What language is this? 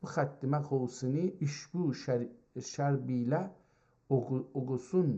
South Azerbaijani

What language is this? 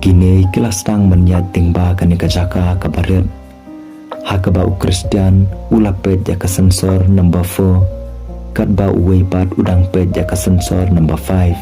Khasi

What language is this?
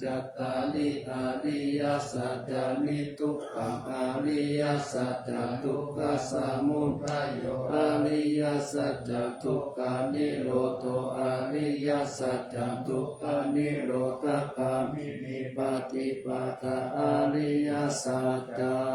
Pali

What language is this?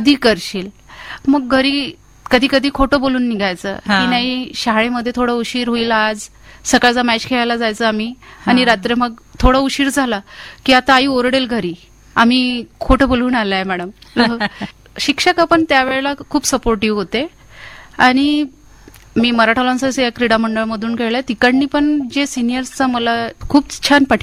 Marathi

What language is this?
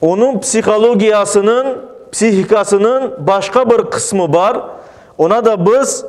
Crimean Tatar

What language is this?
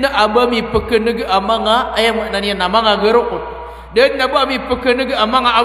Maranao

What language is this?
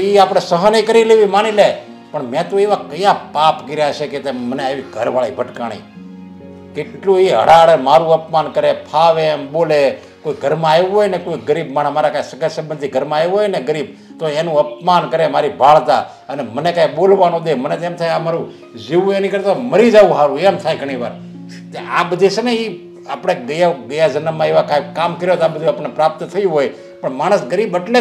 Gujarati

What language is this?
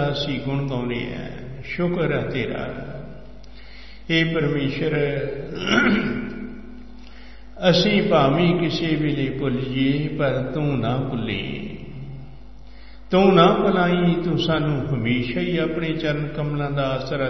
Punjabi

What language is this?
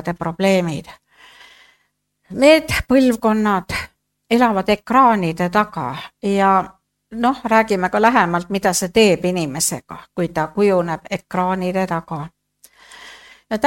Estonian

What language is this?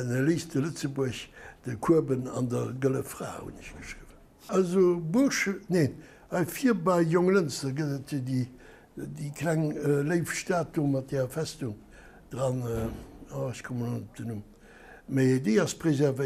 Luxembourgish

